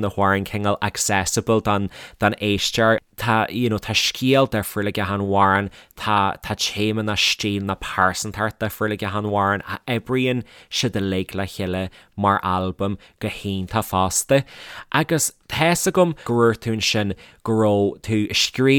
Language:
Irish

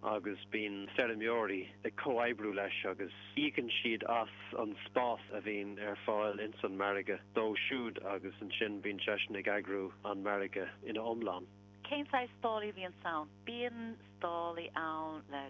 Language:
Irish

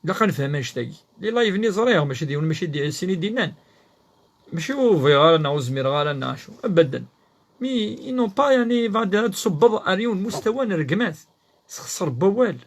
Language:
Kabyle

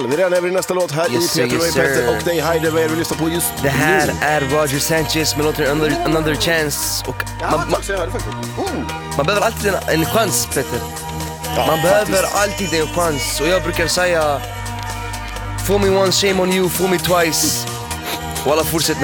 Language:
Swedish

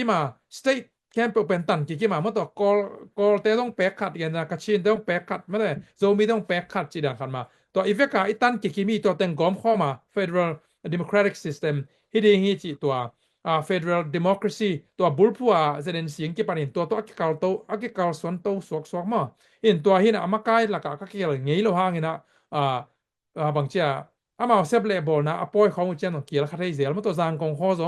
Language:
Tedim Chin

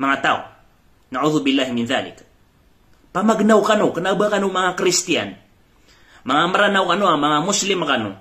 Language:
Maranao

